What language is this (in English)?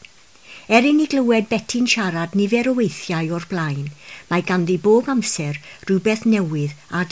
Welsh